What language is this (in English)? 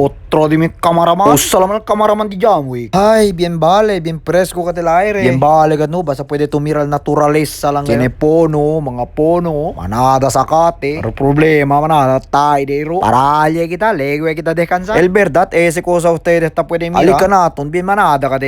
Chavacano